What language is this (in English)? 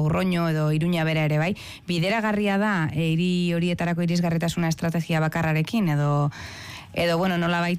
Basque